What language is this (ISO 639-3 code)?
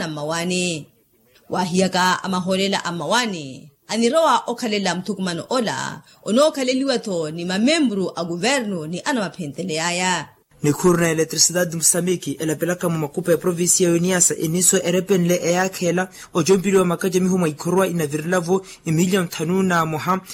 vmw